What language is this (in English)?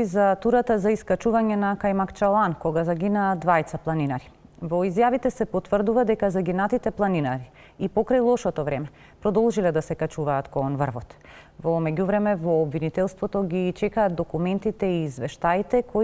Macedonian